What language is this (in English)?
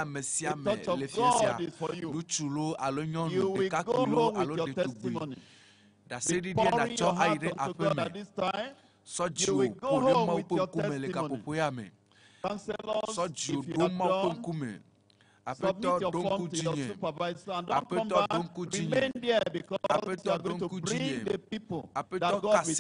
Ewe